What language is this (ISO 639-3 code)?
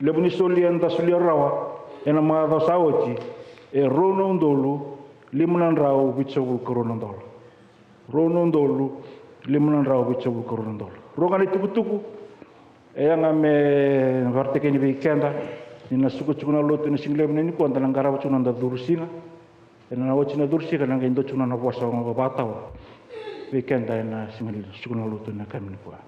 fij